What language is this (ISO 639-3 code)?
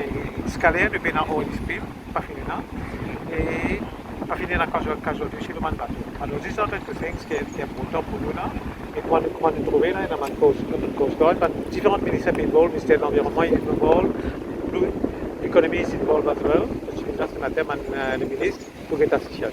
mfe